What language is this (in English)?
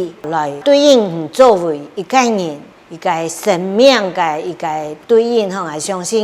Hakka Chinese